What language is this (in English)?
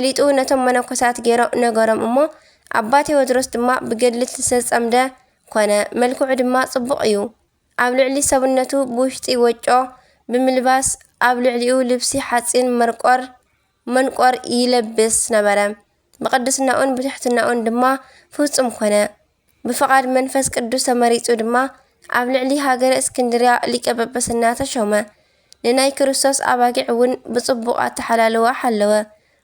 Tigrinya